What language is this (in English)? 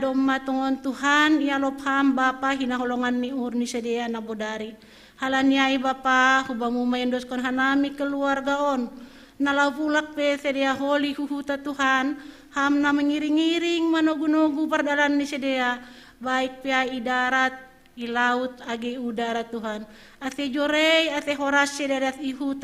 Batak Simalungun